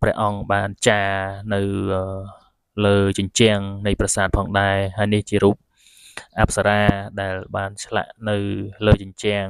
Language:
Khmer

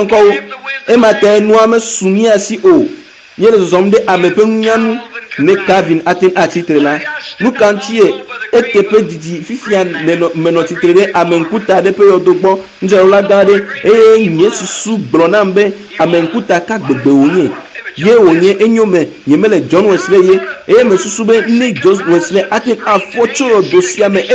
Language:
Ewe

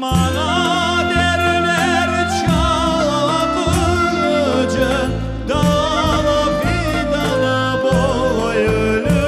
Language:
Crimean Tatar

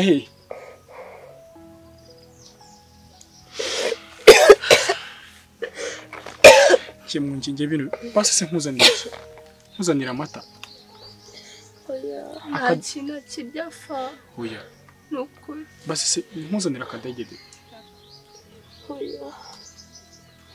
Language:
Kinyarwanda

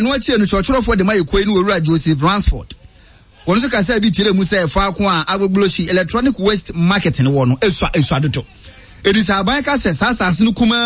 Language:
Akan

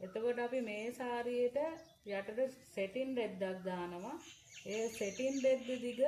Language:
Sinhala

